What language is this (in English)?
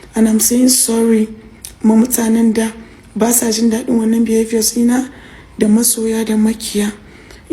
Hausa